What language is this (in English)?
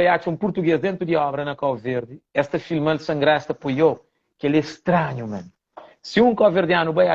Kabuverdianu